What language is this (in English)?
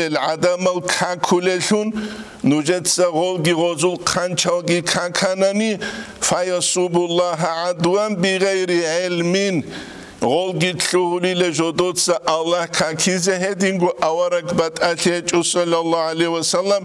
Avaric